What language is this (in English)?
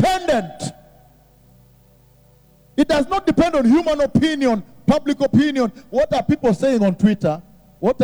English